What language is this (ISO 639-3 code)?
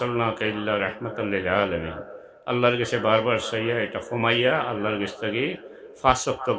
syl